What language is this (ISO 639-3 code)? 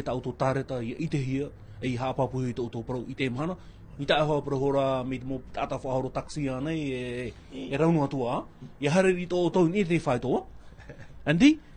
tah